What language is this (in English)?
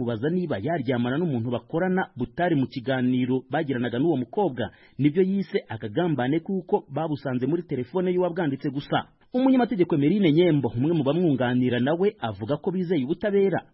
Kinyarwanda